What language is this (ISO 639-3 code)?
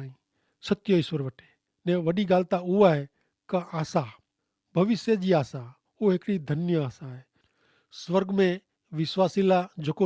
kfr